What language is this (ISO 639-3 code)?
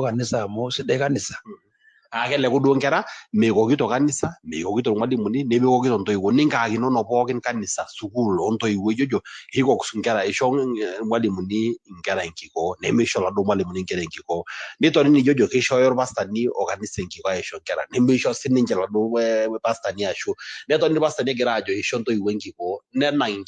mas